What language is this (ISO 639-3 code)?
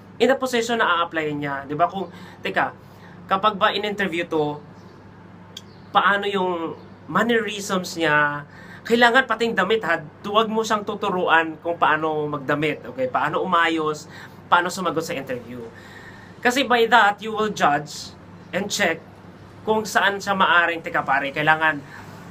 fil